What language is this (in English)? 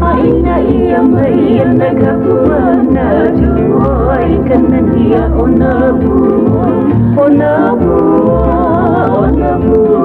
Hawaiian